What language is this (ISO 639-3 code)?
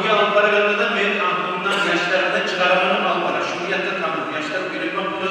kum